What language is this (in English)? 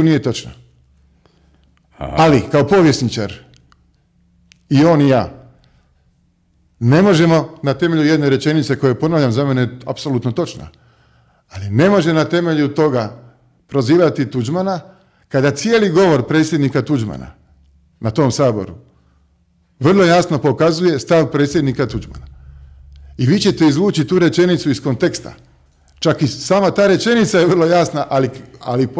Croatian